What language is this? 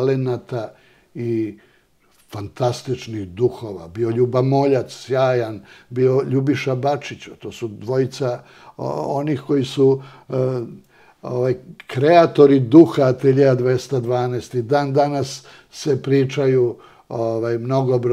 Serbian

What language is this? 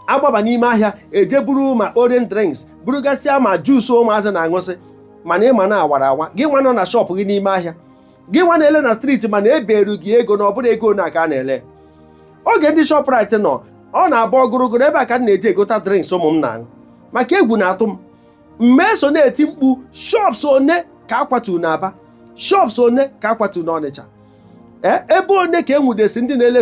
Igbo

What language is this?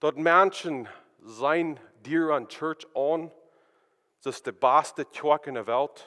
Plautdietsch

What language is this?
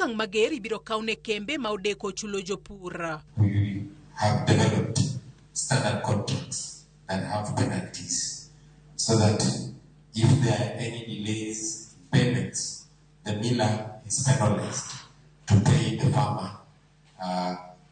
Luo (Kenya and Tanzania)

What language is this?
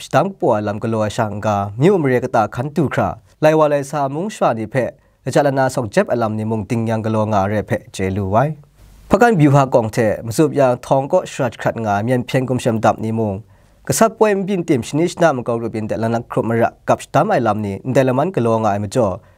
Kachin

